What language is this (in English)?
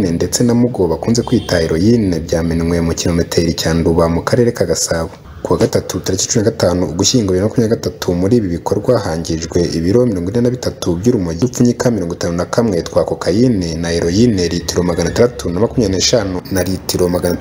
Kinyarwanda